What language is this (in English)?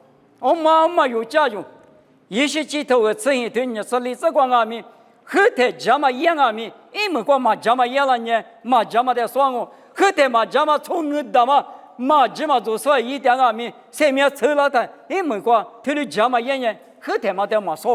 Lisu